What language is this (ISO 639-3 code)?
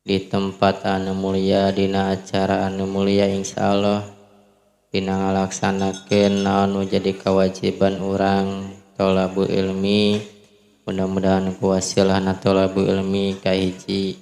sun